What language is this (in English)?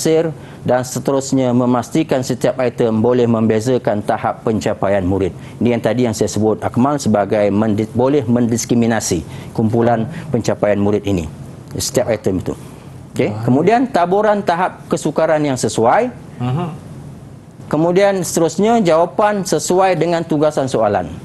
Malay